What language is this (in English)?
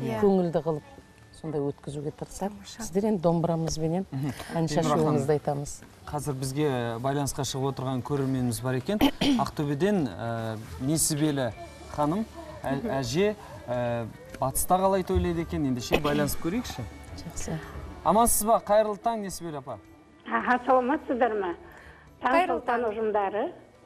Kazakh